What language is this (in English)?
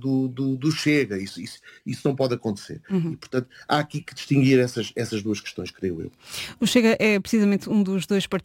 Portuguese